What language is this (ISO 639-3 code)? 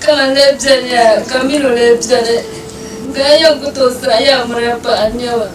dag